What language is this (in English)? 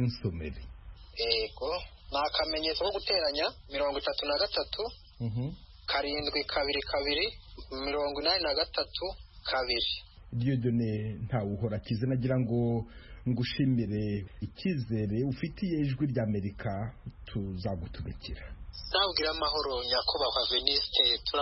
Kinyarwanda